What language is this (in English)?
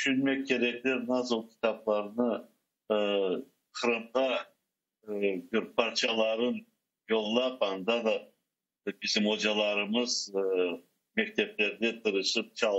Crimean Tatar